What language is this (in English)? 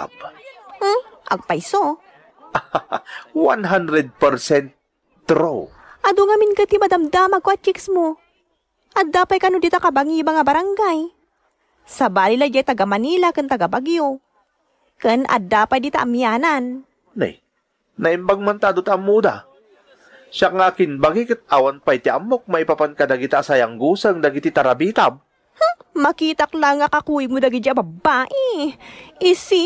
Iloko